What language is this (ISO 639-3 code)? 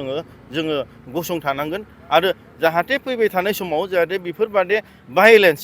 brx